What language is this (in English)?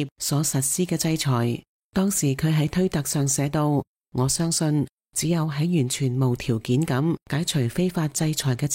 Cantonese